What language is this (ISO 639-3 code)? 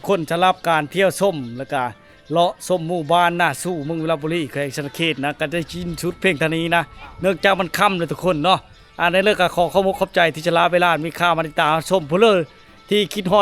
lao